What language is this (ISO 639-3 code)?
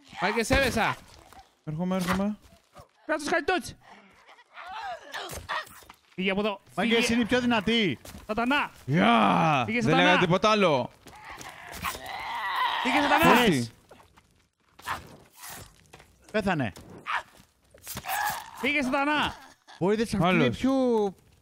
ell